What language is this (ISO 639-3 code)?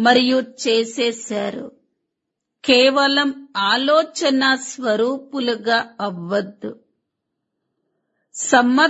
tel